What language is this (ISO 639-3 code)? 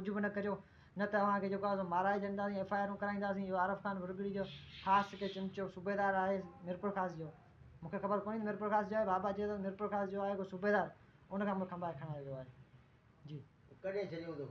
snd